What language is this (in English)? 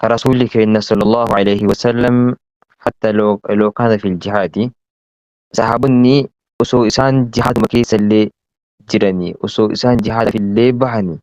Oromo